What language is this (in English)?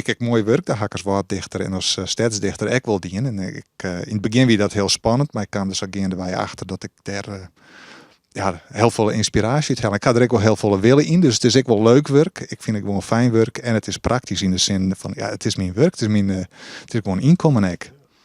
Western Frisian